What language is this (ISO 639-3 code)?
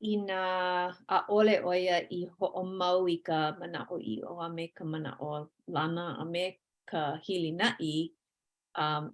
haw